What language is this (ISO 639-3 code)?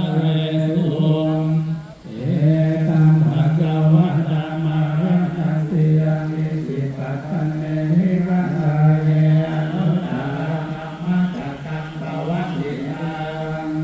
pli